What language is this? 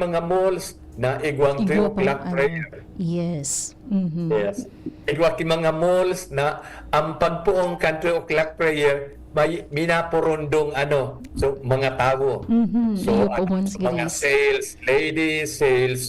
Bikol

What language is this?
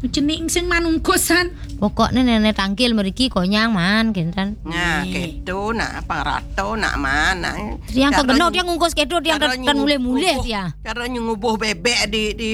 Balinese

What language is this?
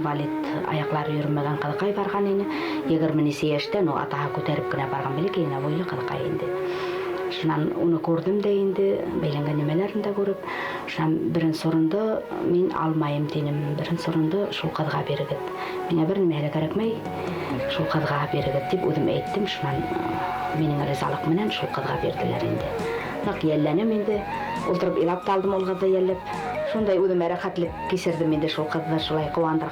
Bashkir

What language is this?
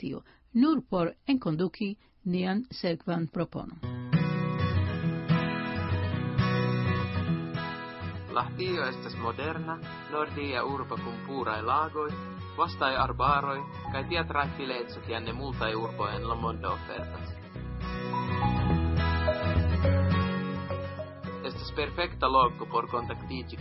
Esperanto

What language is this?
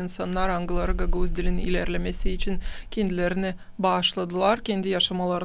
Gagauz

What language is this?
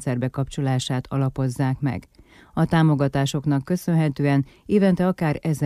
Hungarian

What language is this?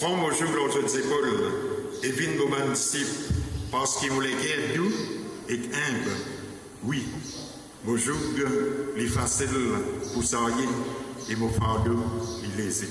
Morisyen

